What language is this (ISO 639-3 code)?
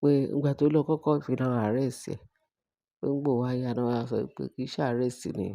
yor